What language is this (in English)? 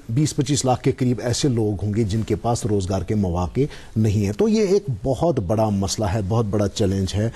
Urdu